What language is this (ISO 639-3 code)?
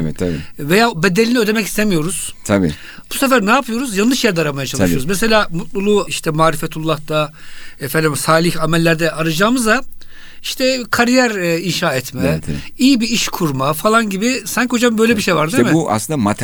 tur